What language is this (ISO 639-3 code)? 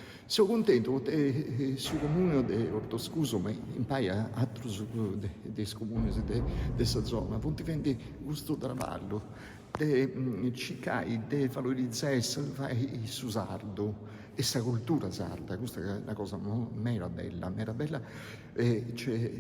srd